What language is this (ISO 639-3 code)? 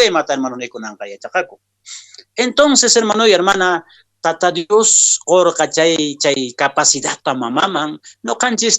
que